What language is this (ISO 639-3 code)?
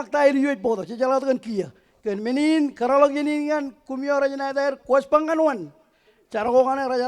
mah